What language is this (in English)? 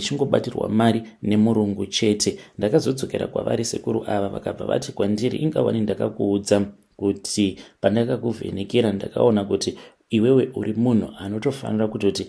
Shona